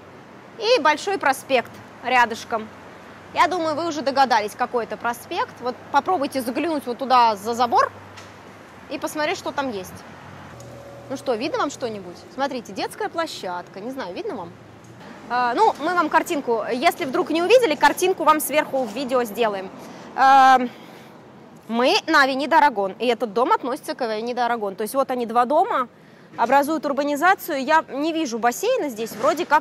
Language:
Russian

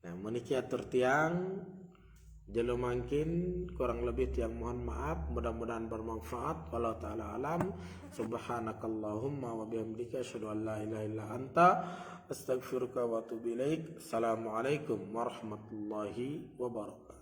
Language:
Sasak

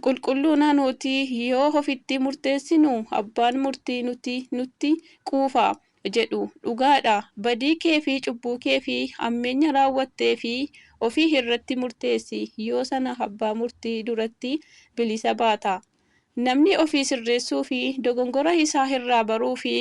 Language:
Oromo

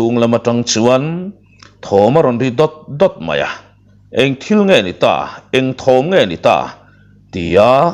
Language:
Mizo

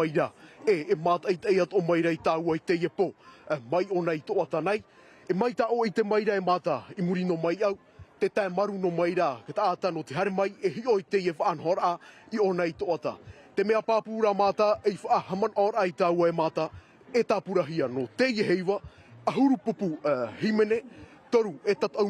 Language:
Tahitian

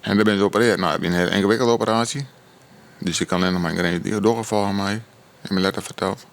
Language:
Western Frisian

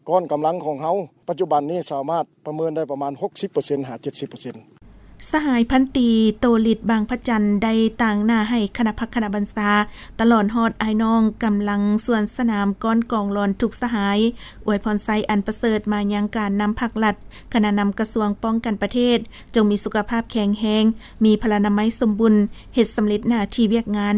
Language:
Lao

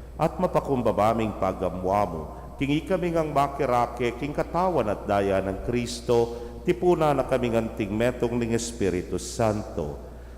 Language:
Pampanga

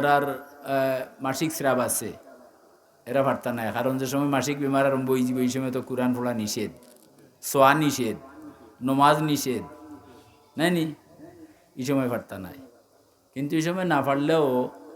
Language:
Sylheti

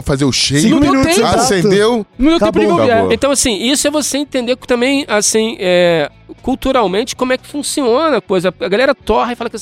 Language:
Portuguese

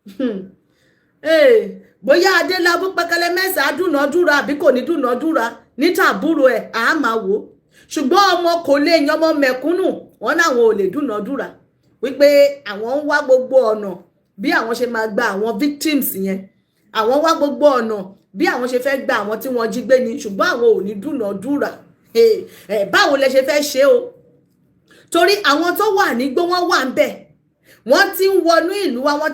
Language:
Yoruba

